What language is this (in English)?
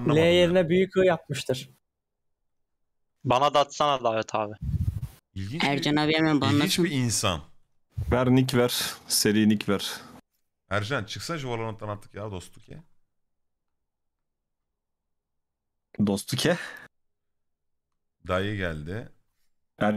Turkish